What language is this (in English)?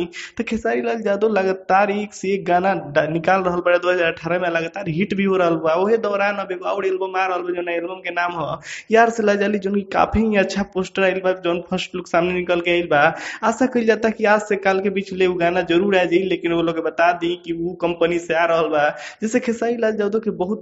Bhojpuri